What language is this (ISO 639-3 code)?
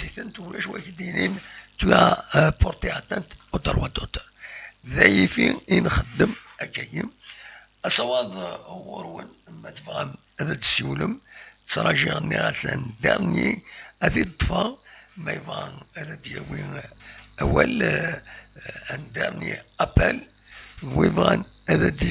kab